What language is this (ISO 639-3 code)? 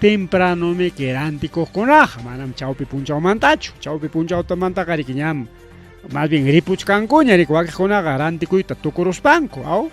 quy